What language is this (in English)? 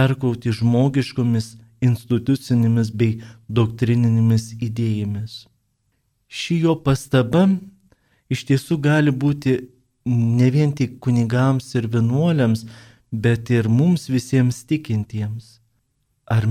Lithuanian